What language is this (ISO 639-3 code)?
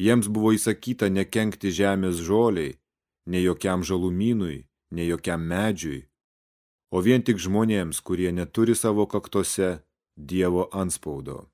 lit